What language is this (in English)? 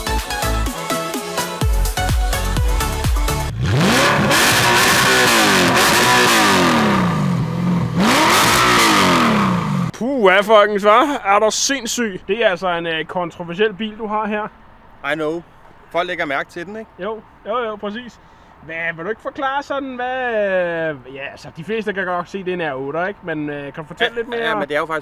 Danish